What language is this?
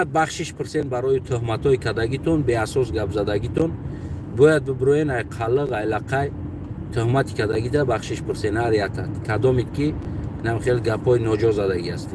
Tajik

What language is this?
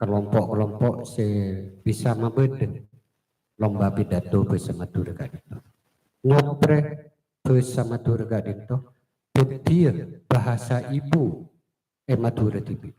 Madurese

